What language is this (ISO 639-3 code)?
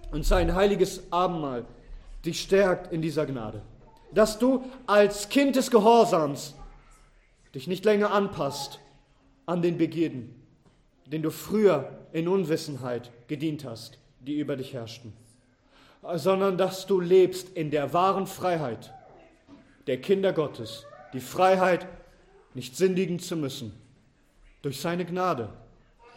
deu